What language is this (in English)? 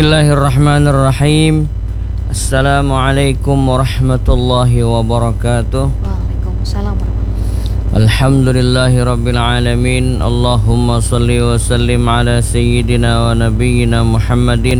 Indonesian